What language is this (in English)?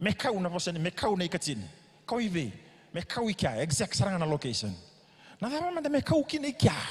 Fijian